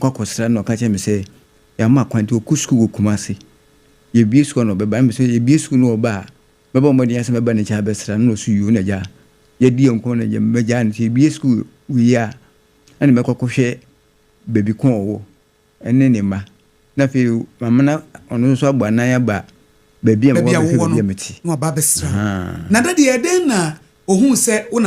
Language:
Akan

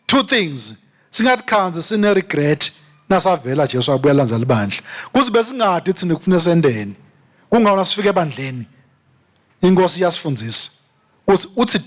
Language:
Swati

